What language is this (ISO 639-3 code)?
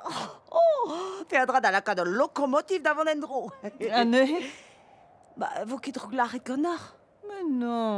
bre